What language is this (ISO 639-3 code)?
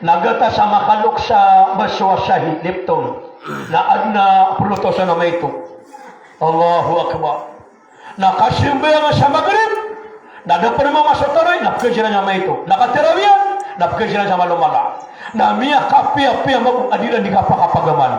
mrw